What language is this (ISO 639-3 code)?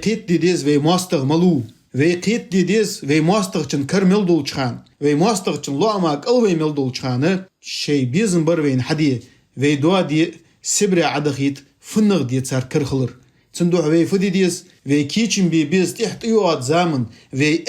inh